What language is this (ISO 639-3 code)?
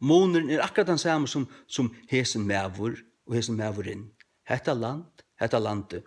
fao